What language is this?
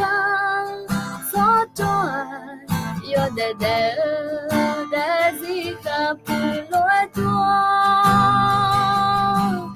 Akha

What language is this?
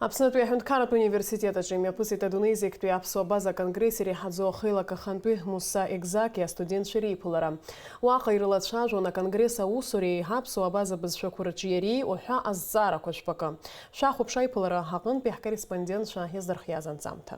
Abkhazian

